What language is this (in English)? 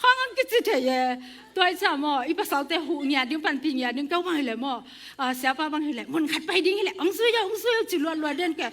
Tedim Chin